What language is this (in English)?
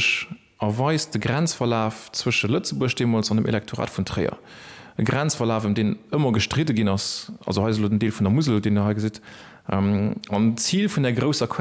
Luxembourgish